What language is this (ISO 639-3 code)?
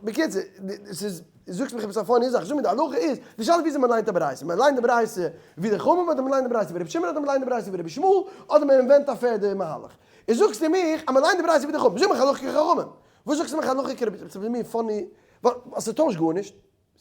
yid